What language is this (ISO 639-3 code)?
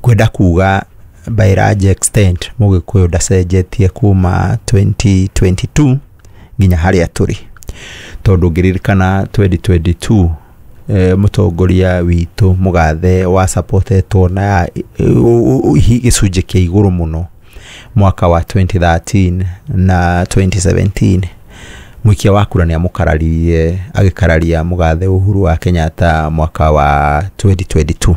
kik